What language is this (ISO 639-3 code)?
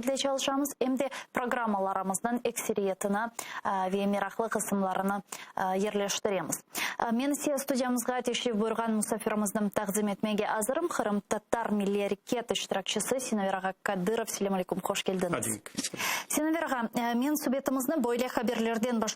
crh